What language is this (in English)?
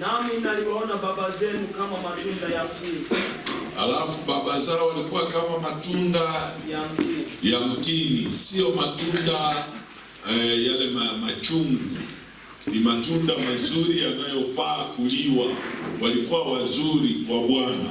Swahili